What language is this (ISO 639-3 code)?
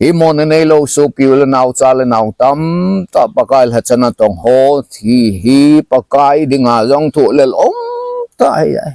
tcz